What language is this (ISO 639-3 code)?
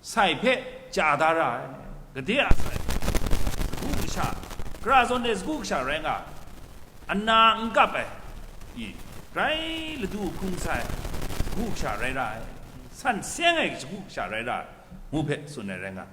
kac